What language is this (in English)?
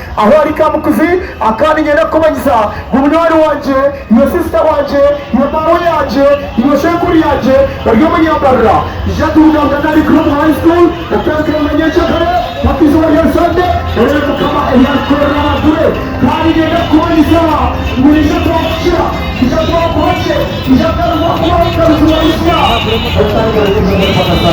Nyankole